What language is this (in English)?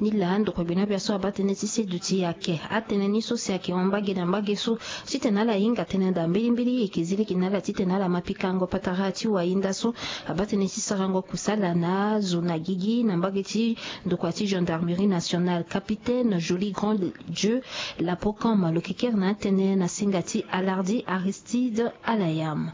Sango